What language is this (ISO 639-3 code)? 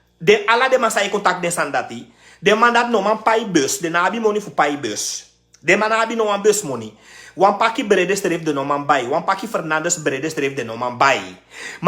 srn